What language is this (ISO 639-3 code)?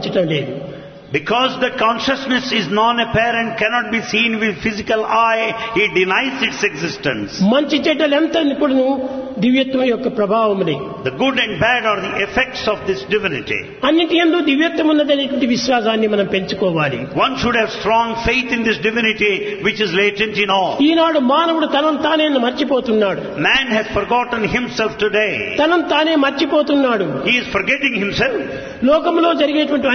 tel